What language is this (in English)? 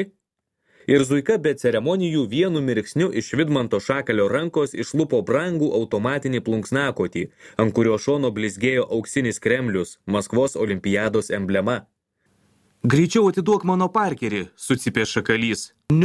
Lithuanian